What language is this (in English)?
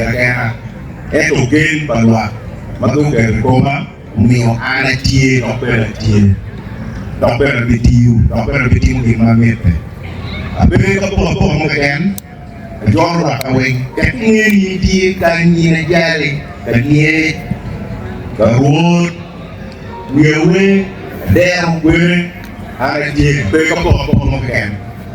Acoli